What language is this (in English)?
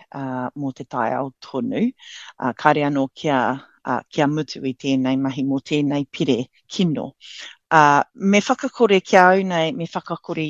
Māori